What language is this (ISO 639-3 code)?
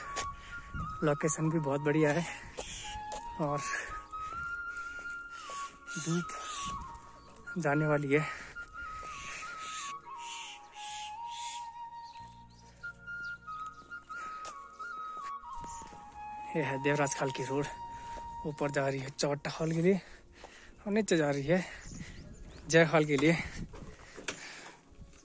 hin